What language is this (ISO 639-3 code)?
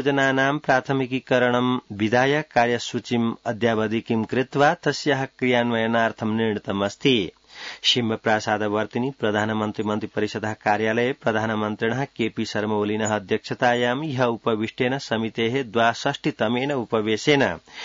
san